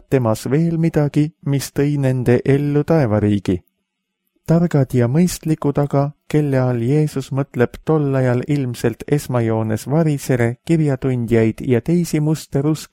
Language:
Estonian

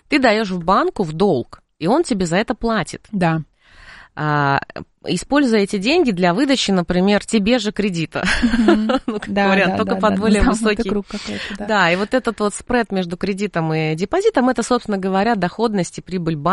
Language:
Russian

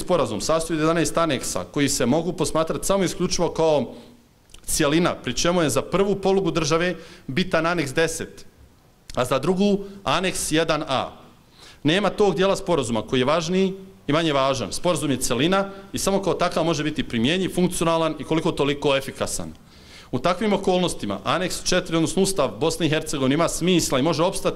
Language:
Bosnian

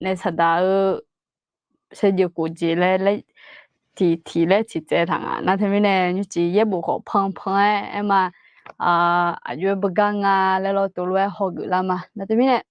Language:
Akha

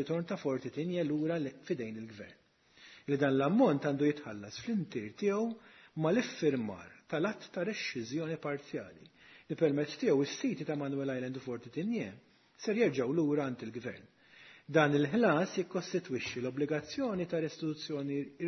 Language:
Maltese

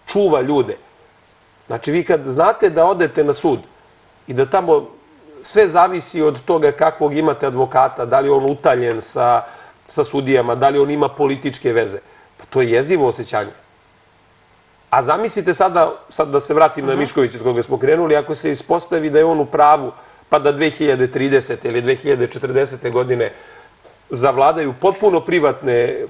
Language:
Serbian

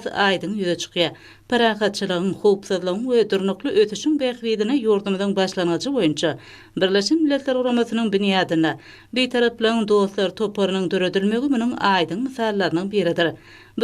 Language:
Turkmen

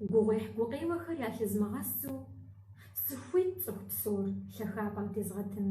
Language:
Kabardian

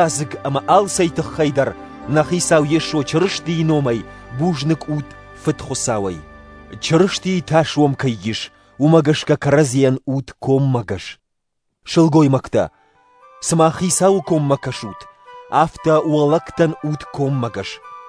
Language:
Ossetic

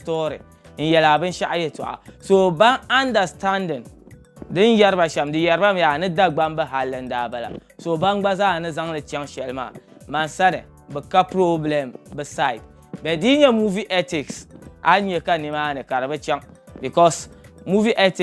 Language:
Dagbani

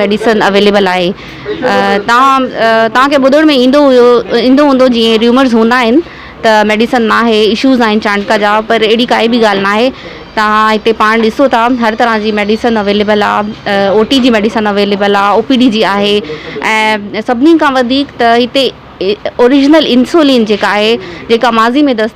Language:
Sindhi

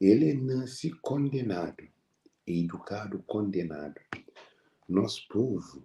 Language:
Kabuverdianu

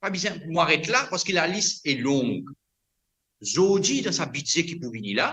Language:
Morisyen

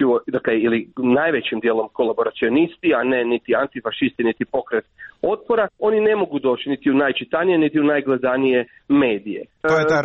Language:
Croatian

